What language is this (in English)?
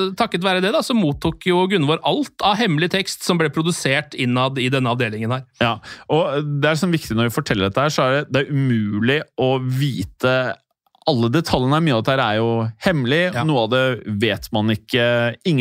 Norwegian